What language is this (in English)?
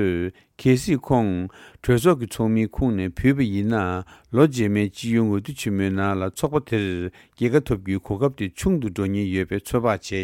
Tibetan